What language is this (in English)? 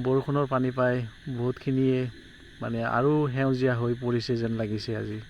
Assamese